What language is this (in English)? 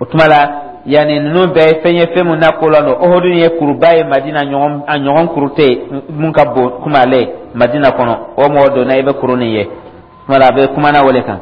Dyula